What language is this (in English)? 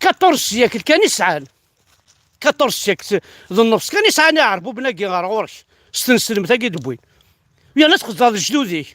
Kabyle